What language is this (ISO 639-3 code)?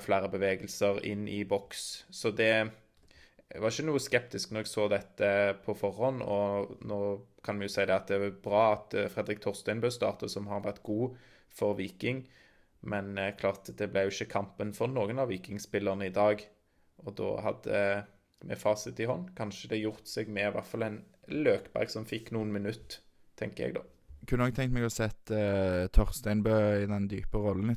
nor